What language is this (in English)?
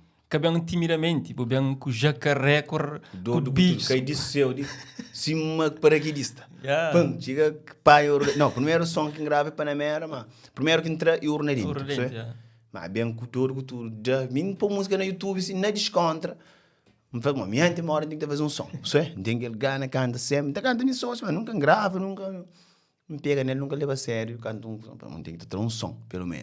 Kabuverdianu